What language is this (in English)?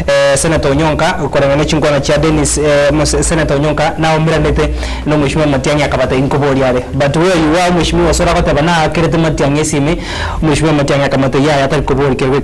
Gusii